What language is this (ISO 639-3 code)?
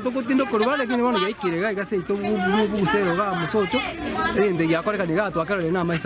guz